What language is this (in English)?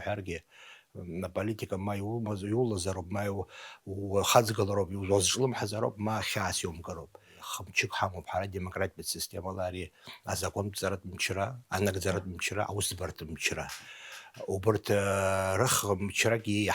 Abkhazian